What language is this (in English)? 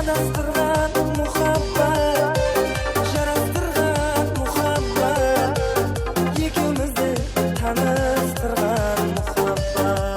Kara-Kalpak